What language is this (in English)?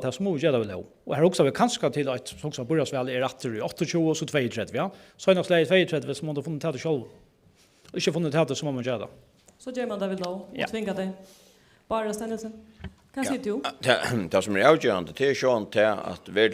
Faroese